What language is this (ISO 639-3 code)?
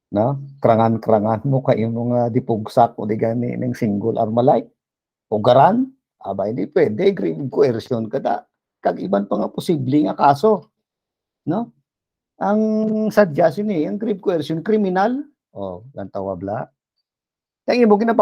hil